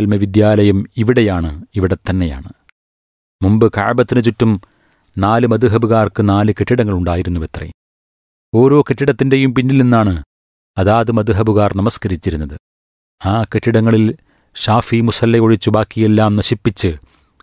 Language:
Malayalam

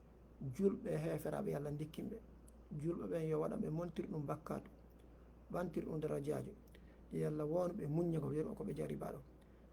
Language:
Fula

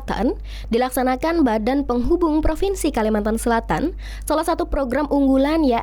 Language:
Banjar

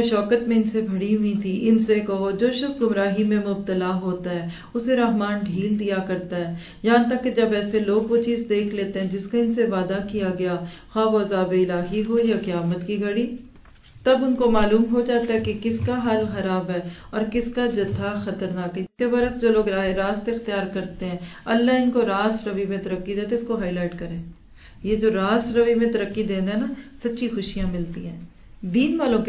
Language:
Urdu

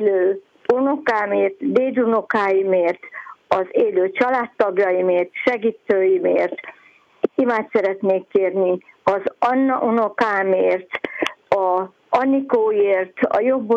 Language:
Hungarian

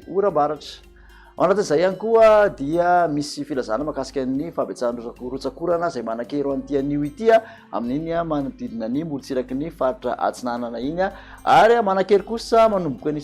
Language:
Malagasy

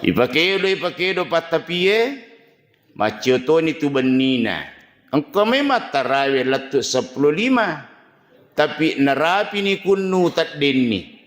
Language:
Buginese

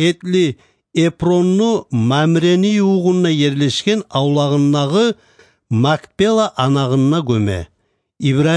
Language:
Kumyk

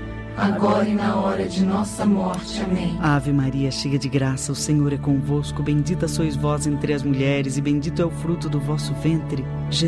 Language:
Portuguese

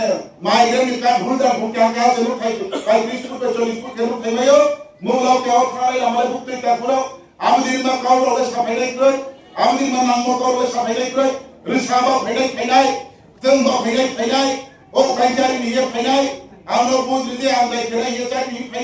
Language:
Riang (India)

